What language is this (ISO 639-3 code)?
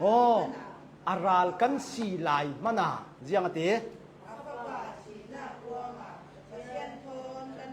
cnh